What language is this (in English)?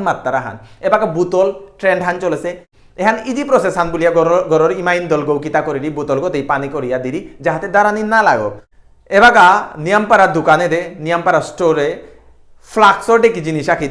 Bishnupriya